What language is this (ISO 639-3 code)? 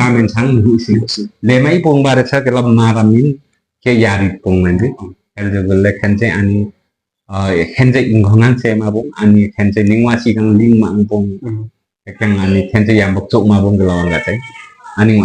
lif